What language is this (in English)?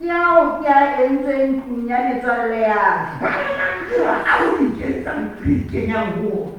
Southern Sotho